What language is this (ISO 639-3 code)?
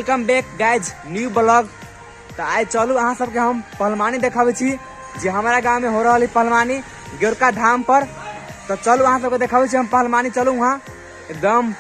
mai